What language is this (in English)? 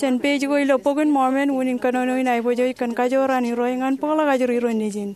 Marshallese